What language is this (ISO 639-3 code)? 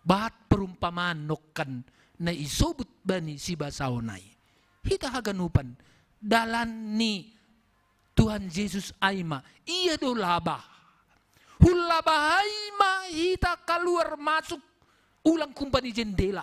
bts